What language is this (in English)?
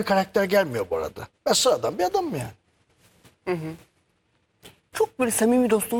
Turkish